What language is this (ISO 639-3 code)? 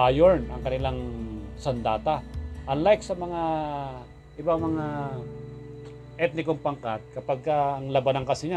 fil